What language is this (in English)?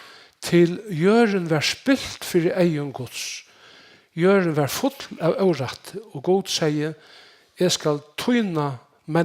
Faroese